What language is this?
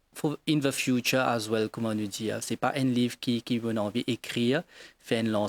Morisyen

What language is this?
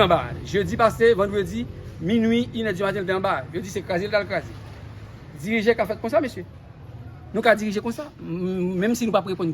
Haitian Creole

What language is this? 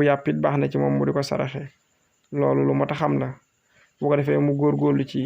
Wolof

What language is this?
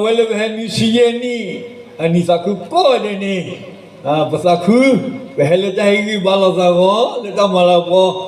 S'gaw Karen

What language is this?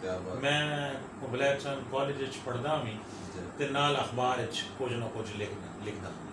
Saraiki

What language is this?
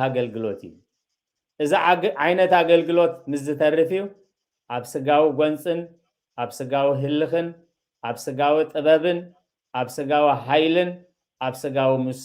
Tigrinya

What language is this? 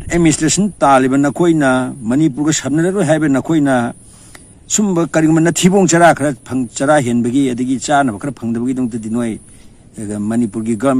Manipuri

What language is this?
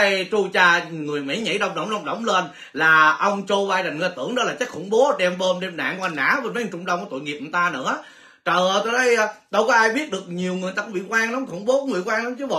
Vietnamese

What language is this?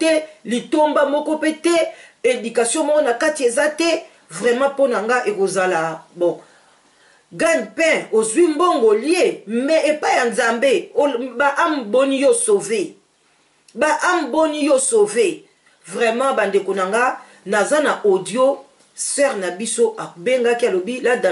Lingala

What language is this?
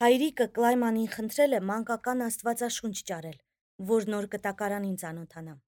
Armenian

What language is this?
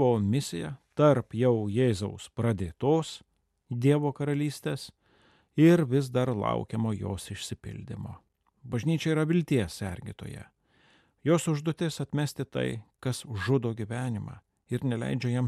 Lithuanian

